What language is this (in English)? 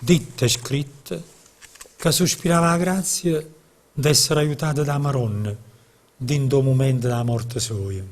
Neapolitan